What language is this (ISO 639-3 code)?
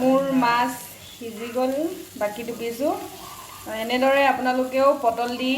asm